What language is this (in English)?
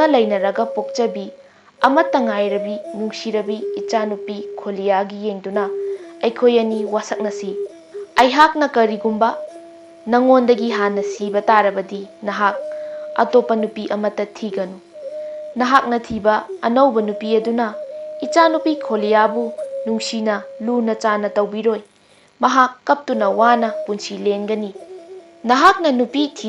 Manipuri